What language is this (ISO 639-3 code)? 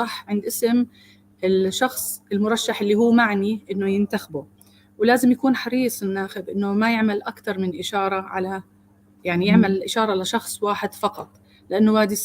apc